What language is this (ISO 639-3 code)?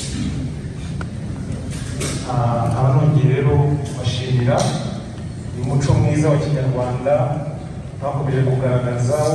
kin